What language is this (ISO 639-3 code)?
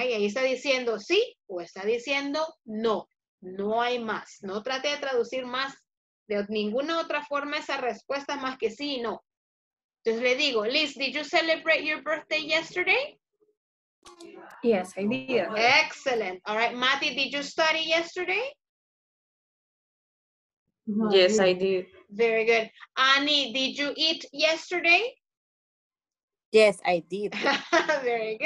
spa